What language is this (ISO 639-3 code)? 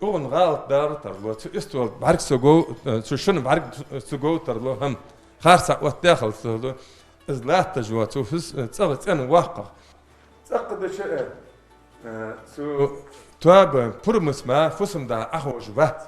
inh